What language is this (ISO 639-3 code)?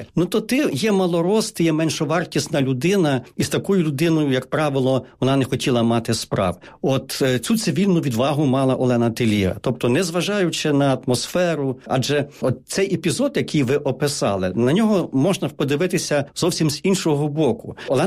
ukr